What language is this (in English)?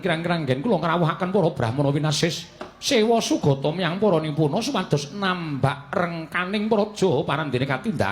Javanese